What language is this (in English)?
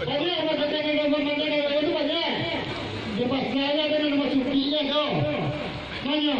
Minangkabau